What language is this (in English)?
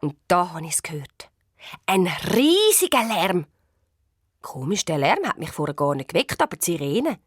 Swiss German